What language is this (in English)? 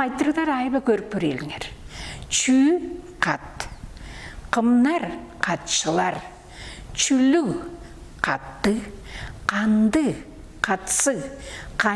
Tuvinian